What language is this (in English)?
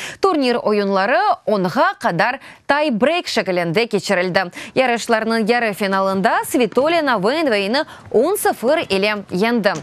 Crimean Tatar